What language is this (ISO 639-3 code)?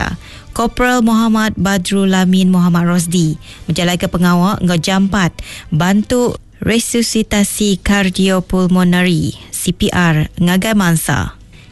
iba